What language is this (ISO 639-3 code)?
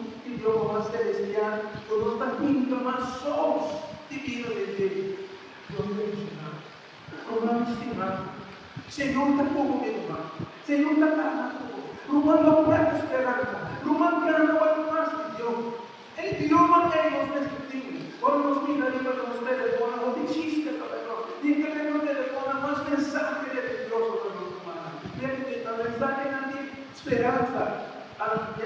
pap